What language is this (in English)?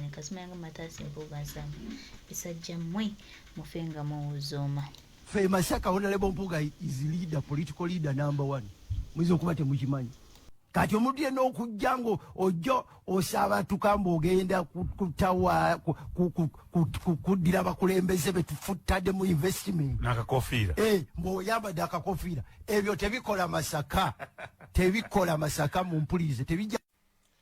Ganda